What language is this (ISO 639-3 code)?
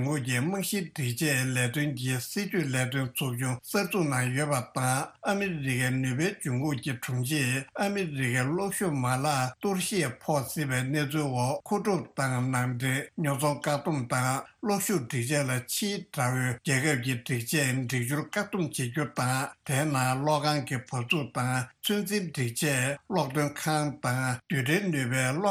bod